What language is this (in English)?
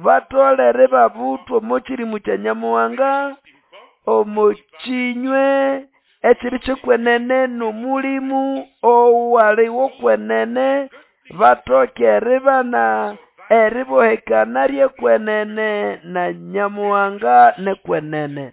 Nande